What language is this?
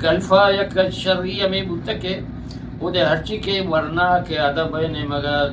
Eastern Balochi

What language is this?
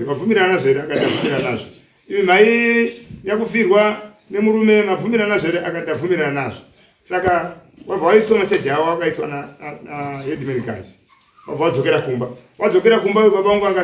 Shona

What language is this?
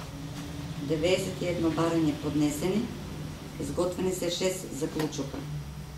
Macedonian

